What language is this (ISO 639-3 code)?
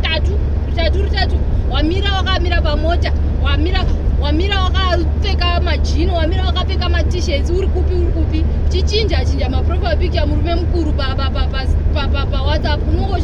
sna